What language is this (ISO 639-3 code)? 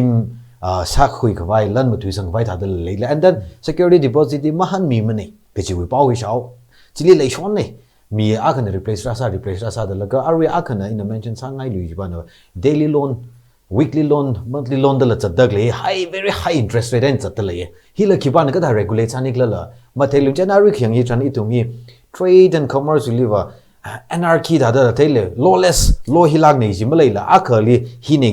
nmf